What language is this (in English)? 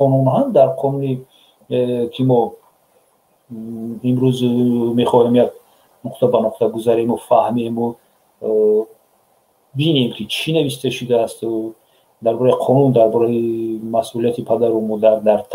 Tajik